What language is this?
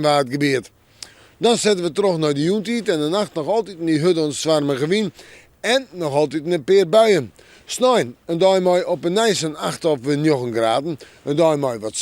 Western Frisian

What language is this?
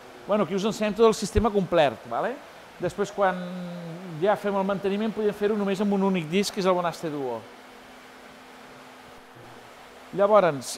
Catalan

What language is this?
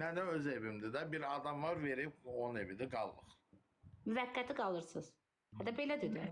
Azerbaijani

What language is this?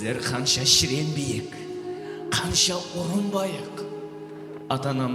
Kara-Kalpak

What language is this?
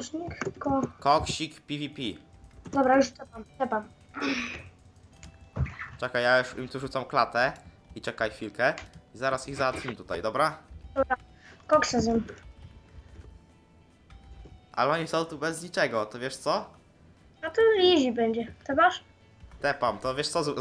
Polish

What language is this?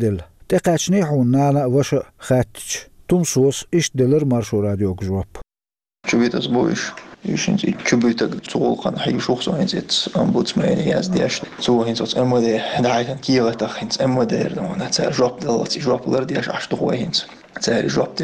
Chechen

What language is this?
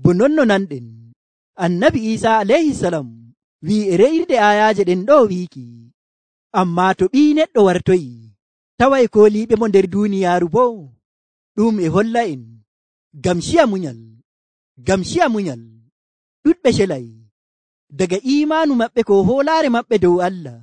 Nigerian Fulfulde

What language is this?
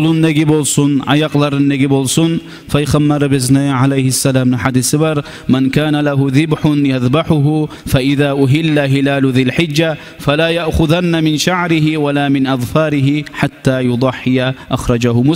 Kumyk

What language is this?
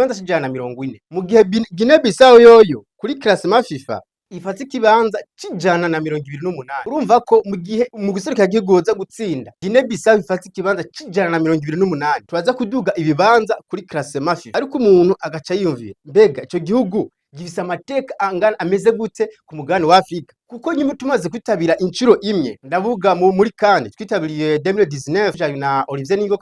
Rundi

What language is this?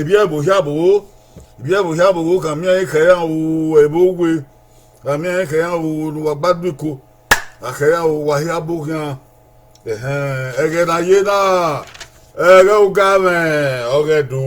Bini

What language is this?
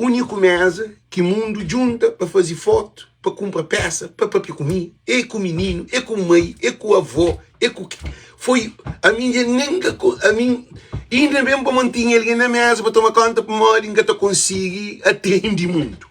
Kabuverdianu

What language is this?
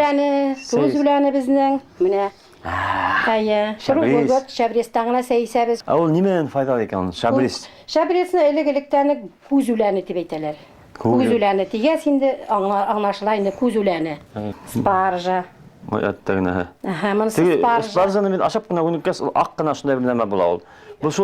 Bashkir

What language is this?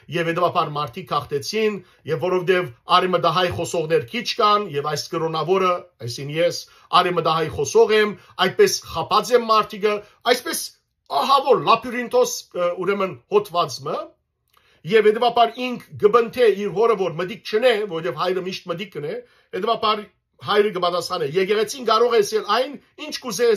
Western Armenian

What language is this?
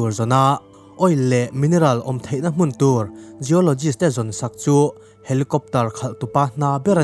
Mizo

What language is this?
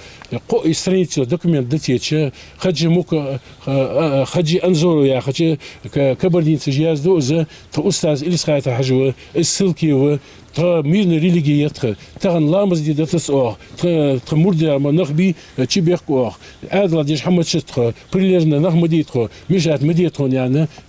Ingush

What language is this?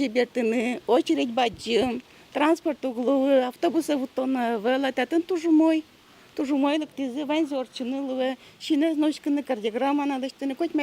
Udmurt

